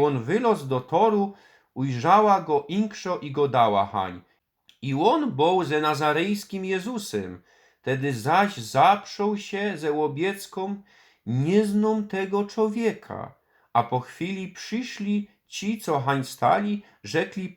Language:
Silesian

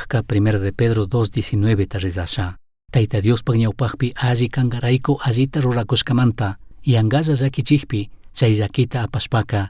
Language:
Chimborazo Highland Quichua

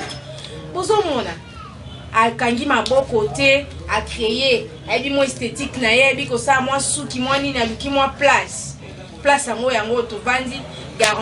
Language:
Lingala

